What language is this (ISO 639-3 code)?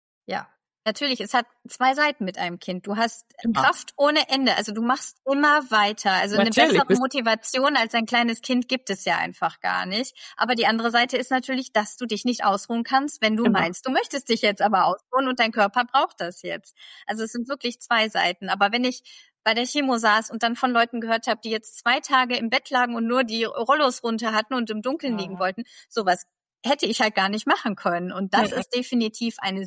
deu